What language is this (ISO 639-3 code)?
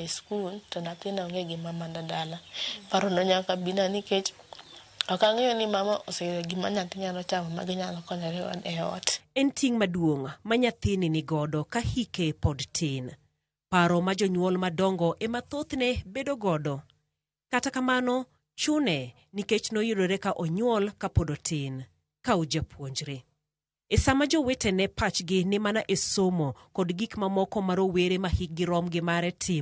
luo